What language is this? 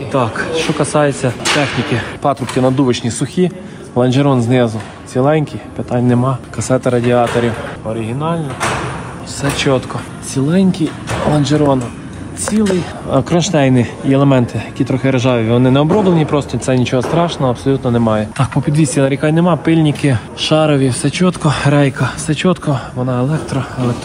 Ukrainian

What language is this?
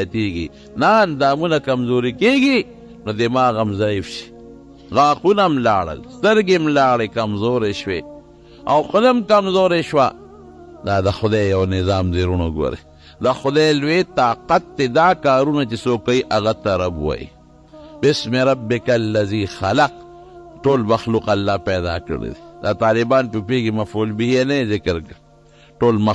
Pashto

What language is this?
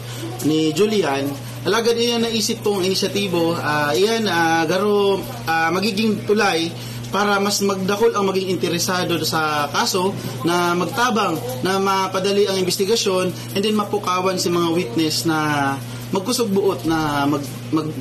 Bikol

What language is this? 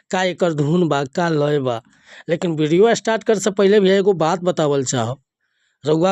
Bhojpuri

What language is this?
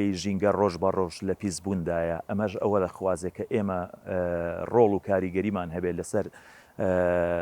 Central Kurdish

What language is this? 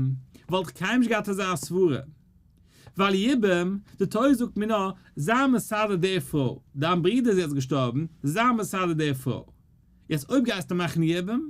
Yiddish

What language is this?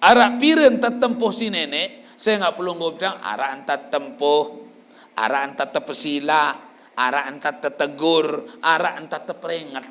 Sasak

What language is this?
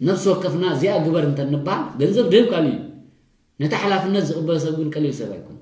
Tigrinya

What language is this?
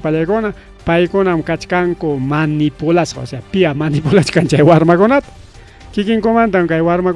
Ayacucho Quechua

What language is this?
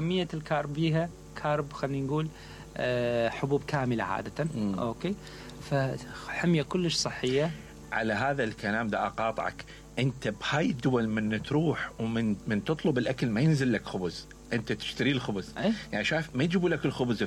Mesopotamian Arabic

